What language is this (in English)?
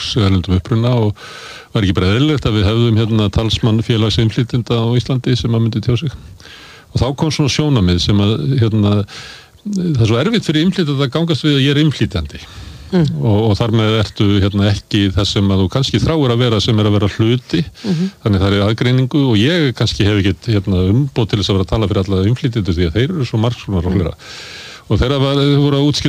Icelandic